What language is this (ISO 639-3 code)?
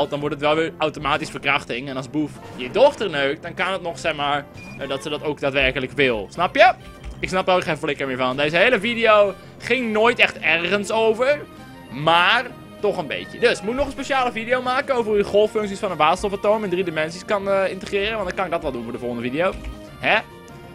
nld